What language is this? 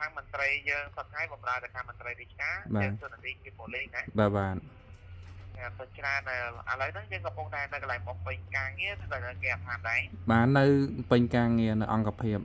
Khmer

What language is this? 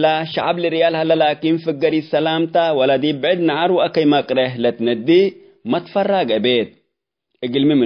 Tigre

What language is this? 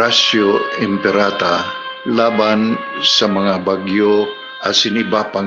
Bikol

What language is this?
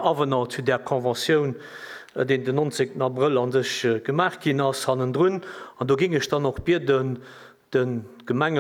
Luxembourgish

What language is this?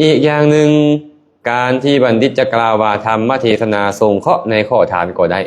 Lao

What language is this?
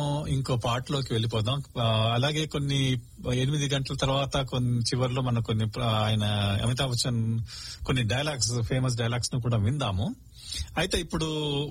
Telugu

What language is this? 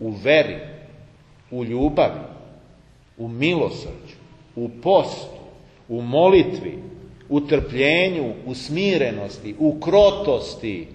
Serbian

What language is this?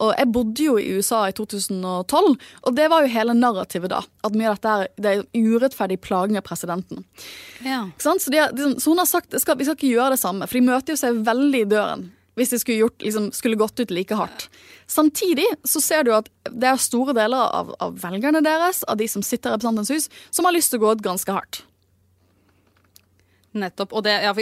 Norwegian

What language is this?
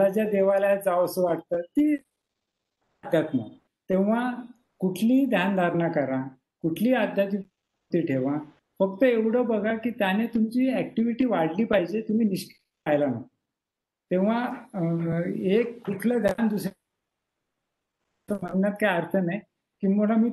Marathi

